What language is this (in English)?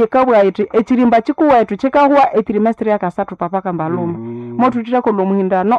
Nande